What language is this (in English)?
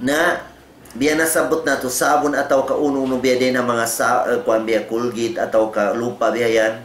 Tausug